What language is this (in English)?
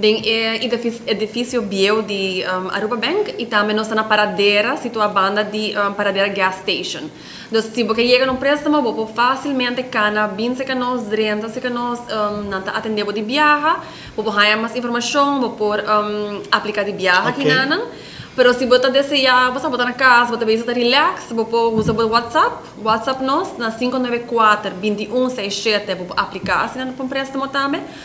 Papiamento